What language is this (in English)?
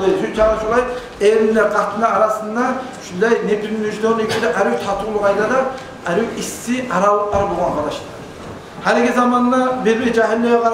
Kumyk